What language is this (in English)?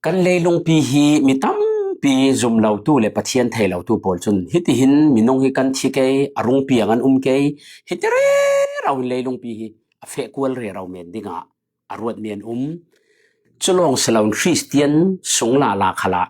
Falam Chin